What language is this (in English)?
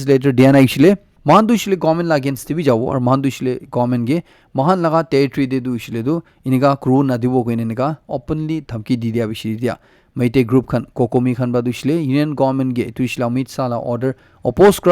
Naga Pidgin